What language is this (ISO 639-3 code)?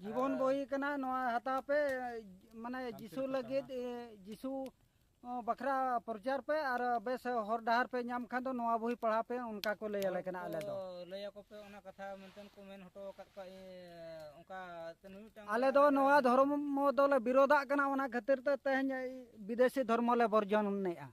sat